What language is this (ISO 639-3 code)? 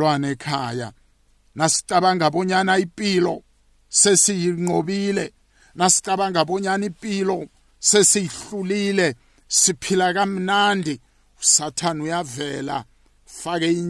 nbl